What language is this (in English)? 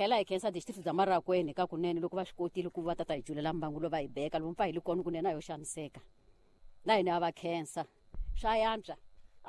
Tsonga